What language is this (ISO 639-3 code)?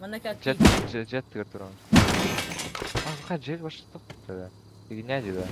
sah